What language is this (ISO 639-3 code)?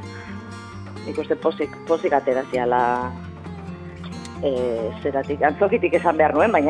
eus